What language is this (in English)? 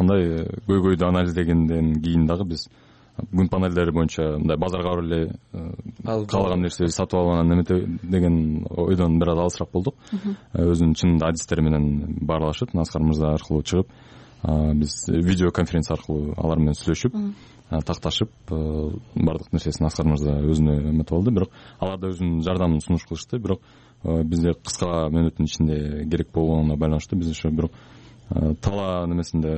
Kyrgyz